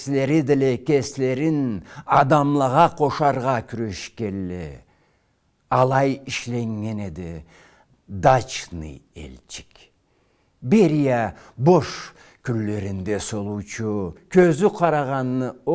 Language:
Karachay-Balkar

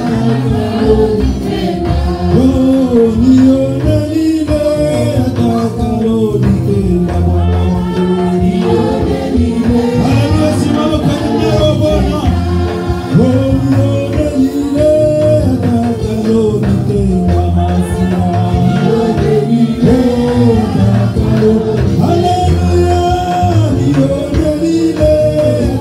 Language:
Swahili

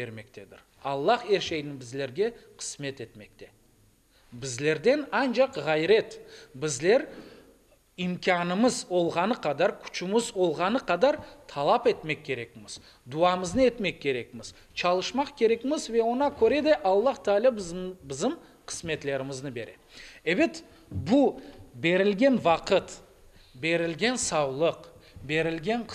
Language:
Crimean Tatar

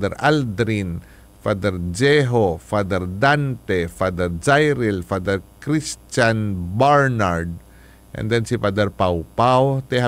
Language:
Hiligaynon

